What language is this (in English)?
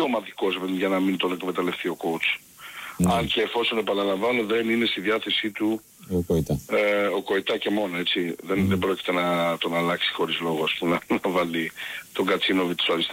Greek